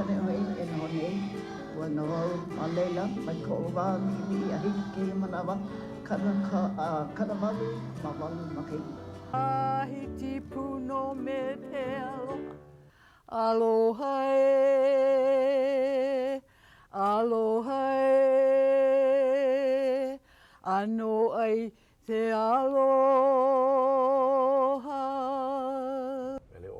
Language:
Hawaiian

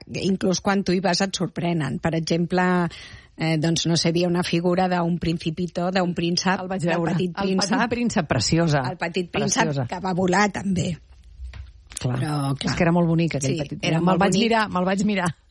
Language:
Catalan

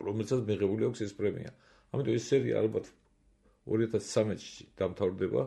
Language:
Georgian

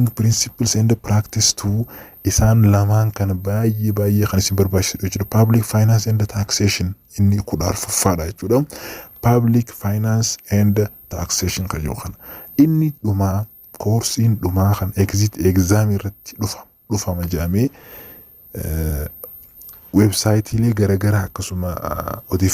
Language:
Oromo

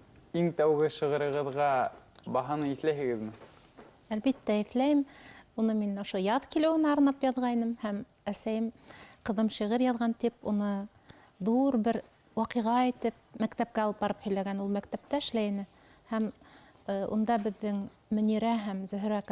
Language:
Bashkir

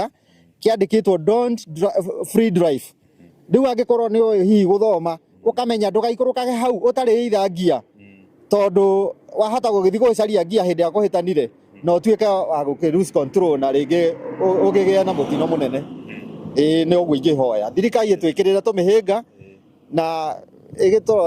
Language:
Kikuyu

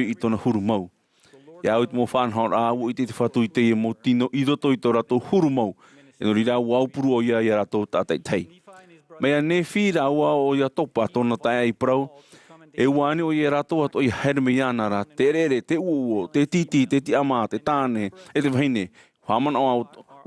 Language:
Tahitian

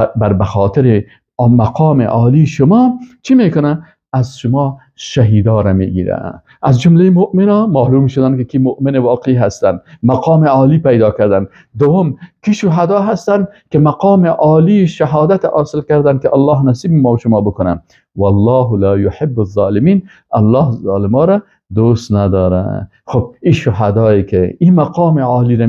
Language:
Persian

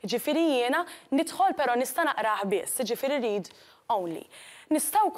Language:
Maltese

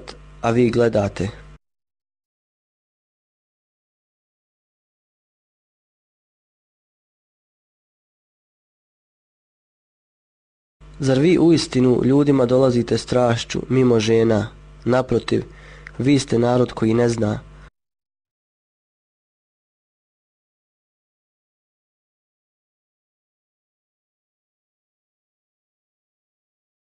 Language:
Bosnian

